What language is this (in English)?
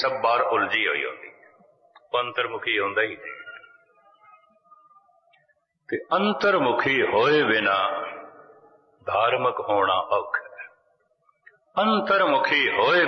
Punjabi